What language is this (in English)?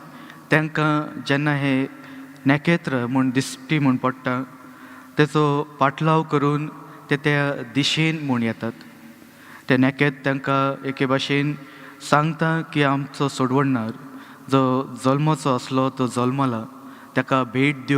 Konkani